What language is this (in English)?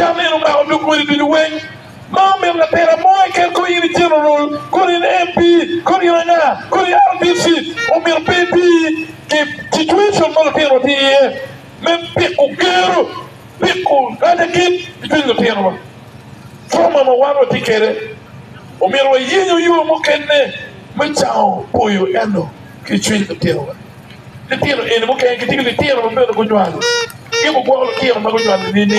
Acoli